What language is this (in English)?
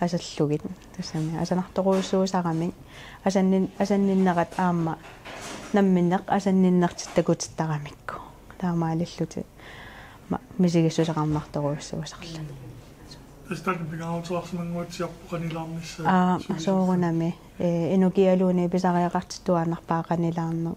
Kalaallisut